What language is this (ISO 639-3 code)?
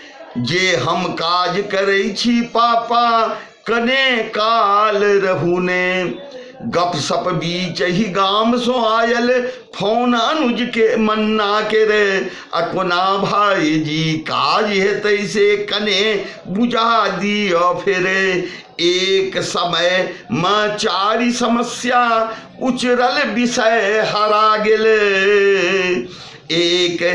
mai